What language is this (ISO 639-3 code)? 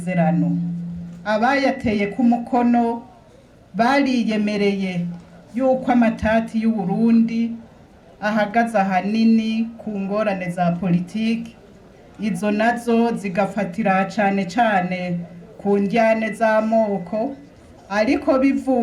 run